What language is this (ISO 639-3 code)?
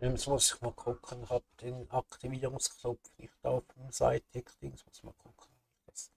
gsw